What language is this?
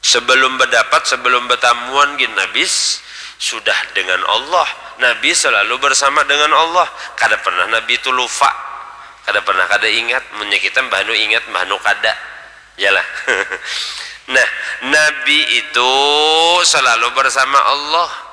Banjar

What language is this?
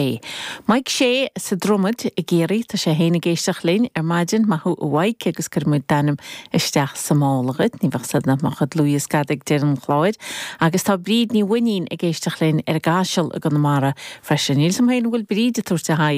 Irish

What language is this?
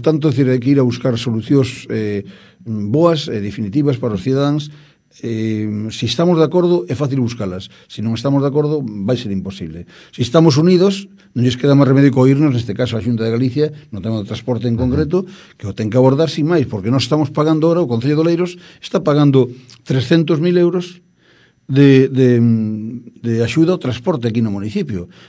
Galician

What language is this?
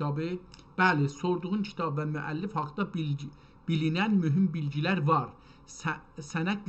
South Azerbaijani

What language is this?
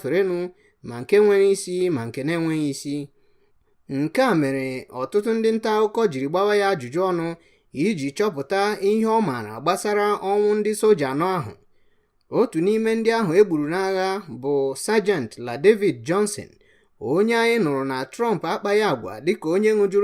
Igbo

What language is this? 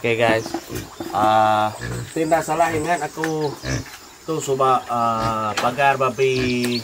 Iban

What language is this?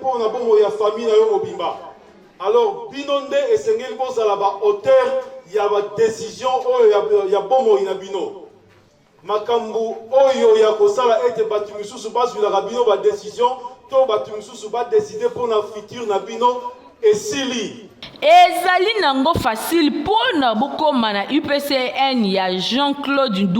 Lingala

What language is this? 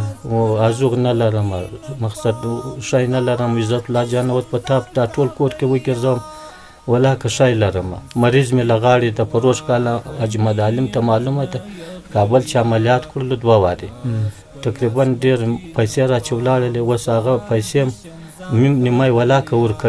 Pashto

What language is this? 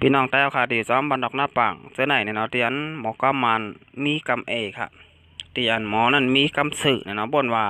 Shan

